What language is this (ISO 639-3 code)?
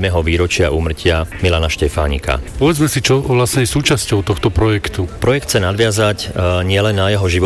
slk